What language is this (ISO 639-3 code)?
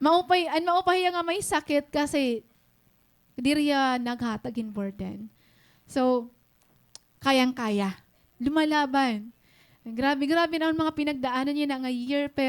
war